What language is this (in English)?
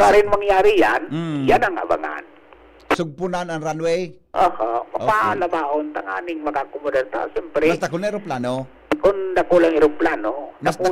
Bikol